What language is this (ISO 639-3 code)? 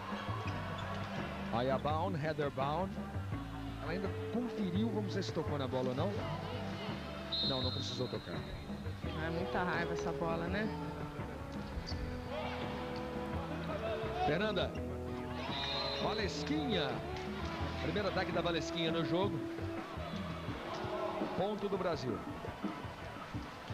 por